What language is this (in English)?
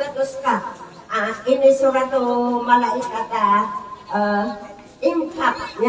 Maranao